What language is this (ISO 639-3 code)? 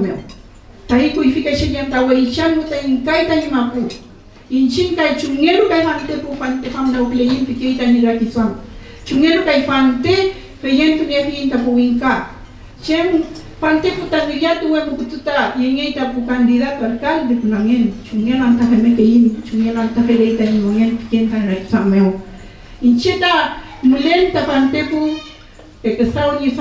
arn